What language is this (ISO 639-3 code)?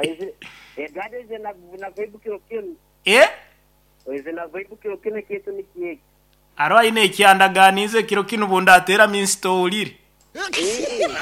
nyo